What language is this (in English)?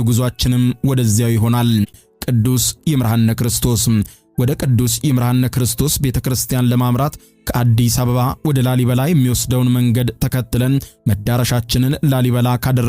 Amharic